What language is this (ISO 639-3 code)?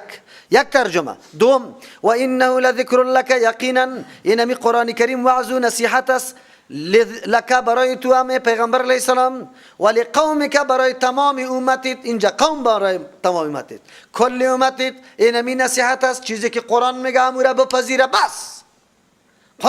fas